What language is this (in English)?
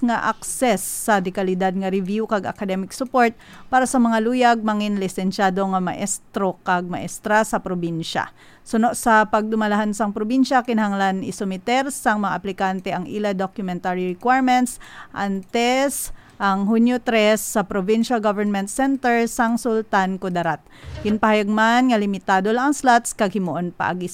Hiligaynon